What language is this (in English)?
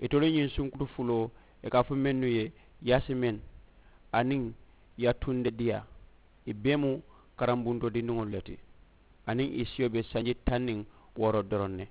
Mandingo